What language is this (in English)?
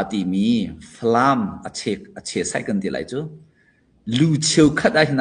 Hakha Chin